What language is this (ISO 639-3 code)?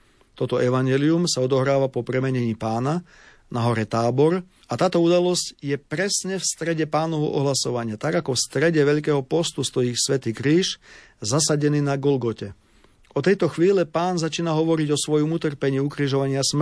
slk